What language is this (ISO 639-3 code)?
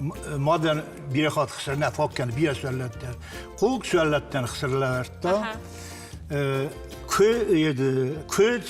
oss